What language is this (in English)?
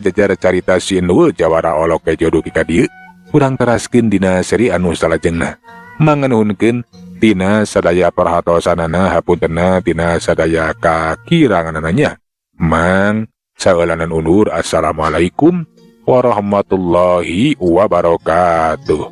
Sundanese